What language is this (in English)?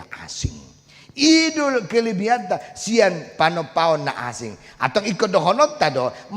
Batak Toba